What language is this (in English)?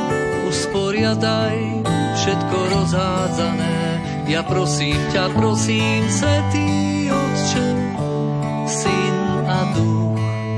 Slovak